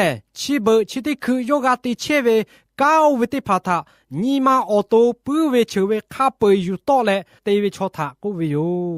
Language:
Lahu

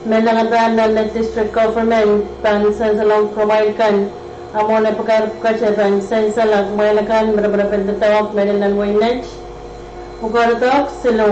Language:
Pohnpeian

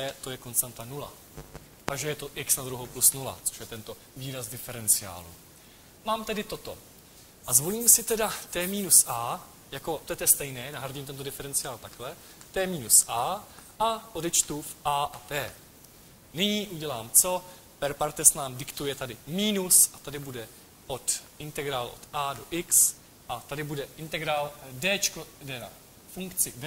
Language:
Czech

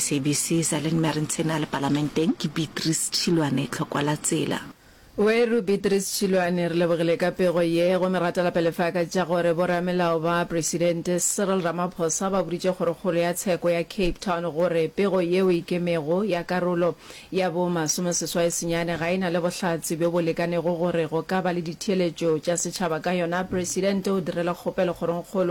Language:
Northern Sotho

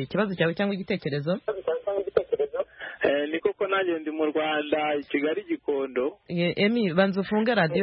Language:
Kinyarwanda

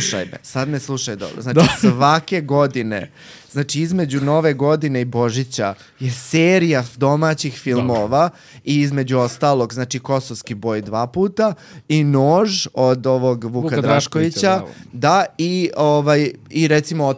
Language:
Serbian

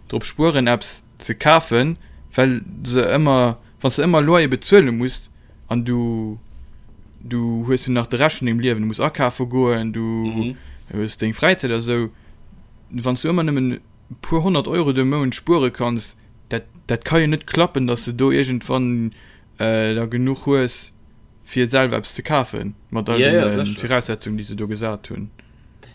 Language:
Luxembourgish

